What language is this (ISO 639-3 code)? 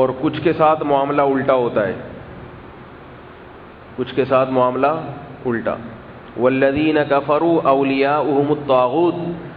urd